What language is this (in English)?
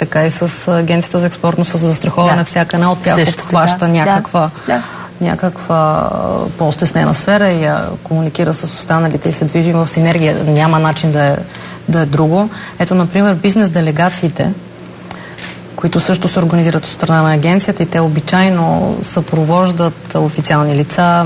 Bulgarian